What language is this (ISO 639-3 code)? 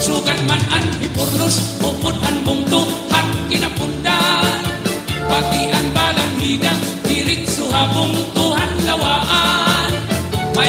war